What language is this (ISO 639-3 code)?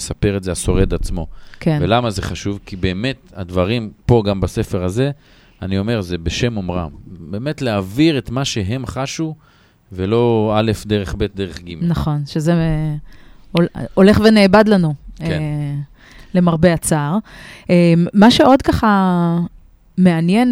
heb